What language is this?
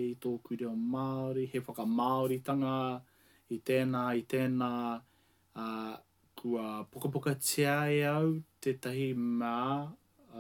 Māori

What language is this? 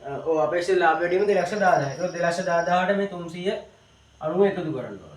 Sinhala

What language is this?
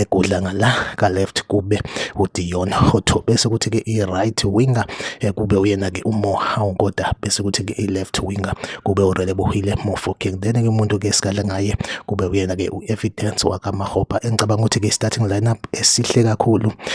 Zulu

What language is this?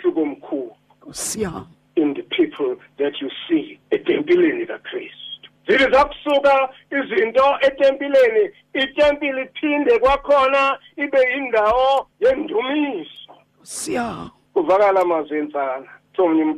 Xhosa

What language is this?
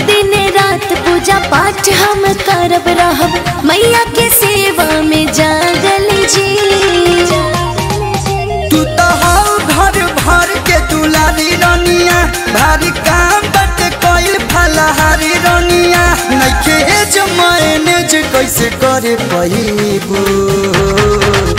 Bhojpuri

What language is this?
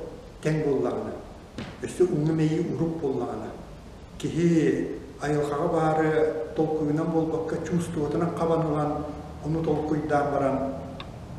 Yakut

